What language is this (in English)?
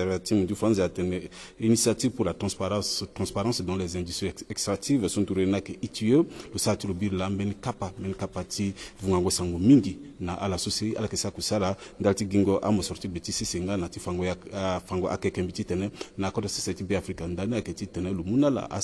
Sango